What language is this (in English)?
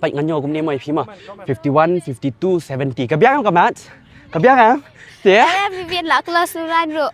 Khasi